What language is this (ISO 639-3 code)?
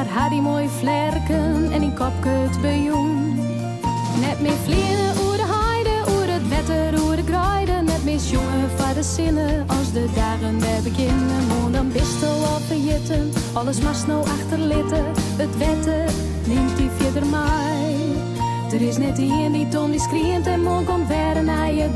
fry